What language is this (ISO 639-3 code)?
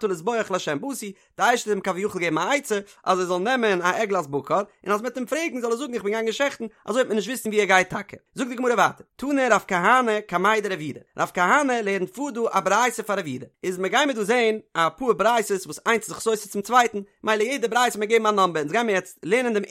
yid